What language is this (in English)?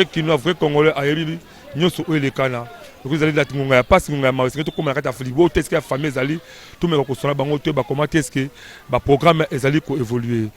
Lingala